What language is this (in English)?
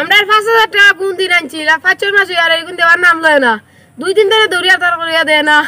Sylheti